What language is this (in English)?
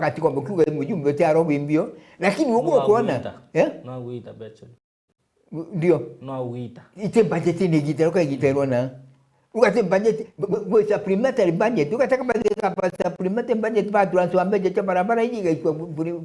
Meru